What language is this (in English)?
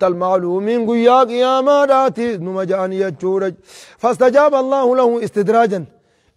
Arabic